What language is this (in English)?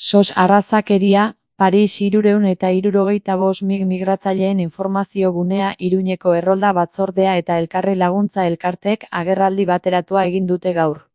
Basque